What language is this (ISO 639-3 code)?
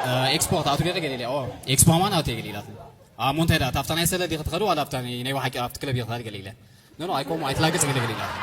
tir